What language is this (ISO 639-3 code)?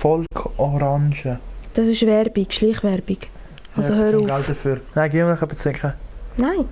gsw